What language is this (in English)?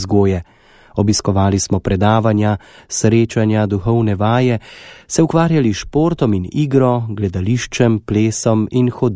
Slovenian